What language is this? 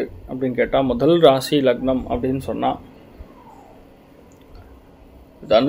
Tamil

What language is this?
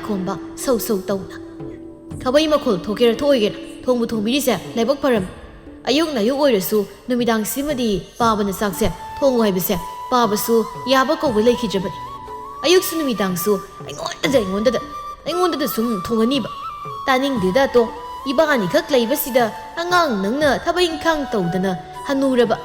Manipuri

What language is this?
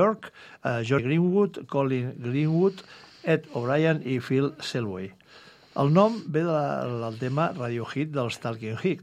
Catalan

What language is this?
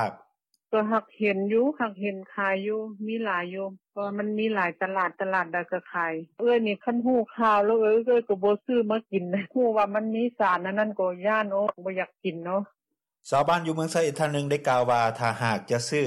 Lao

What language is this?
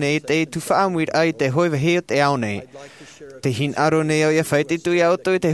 Tahitian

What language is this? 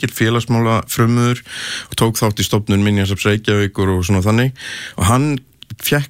Icelandic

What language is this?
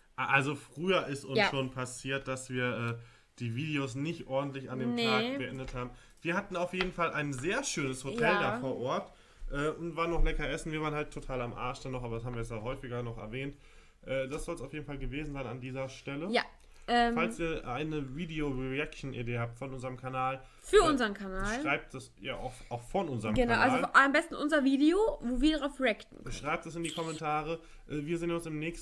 German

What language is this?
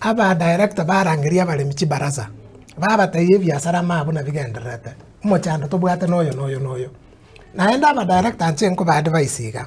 Gusii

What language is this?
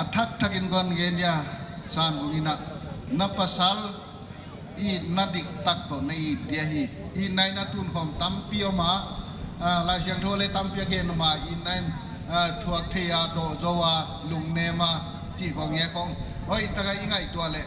Paite Chin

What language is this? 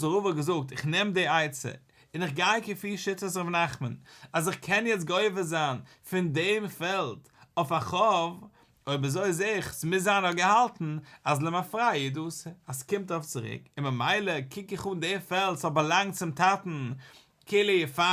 Yiddish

